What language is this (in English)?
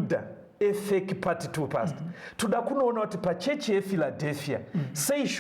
Shona